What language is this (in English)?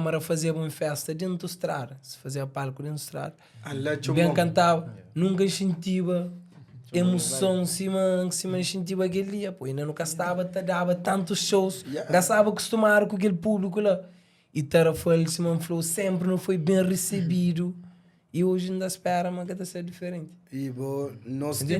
Kabuverdianu